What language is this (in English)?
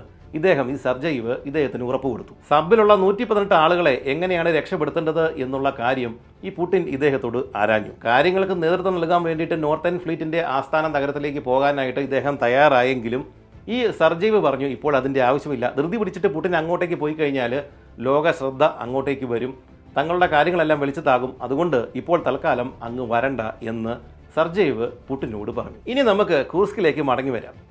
Malayalam